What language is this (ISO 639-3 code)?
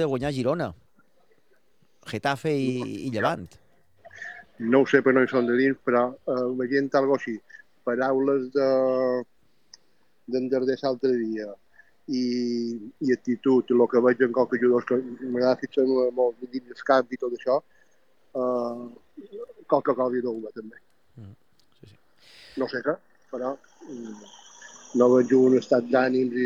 cat